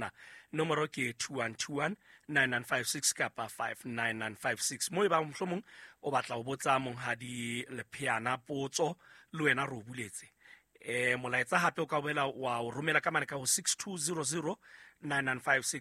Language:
Southern Sotho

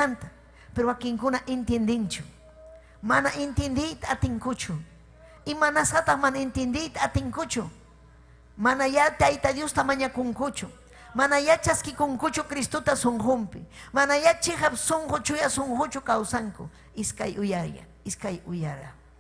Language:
Ayacucho Quechua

